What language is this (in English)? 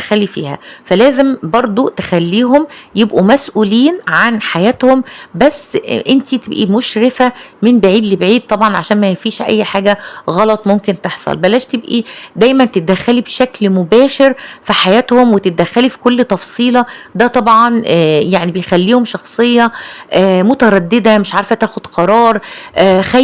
Egyptian Arabic